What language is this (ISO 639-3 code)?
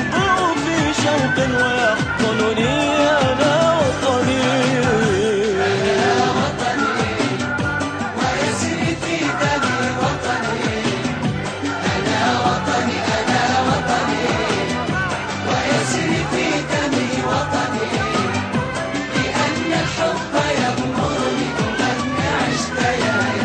ara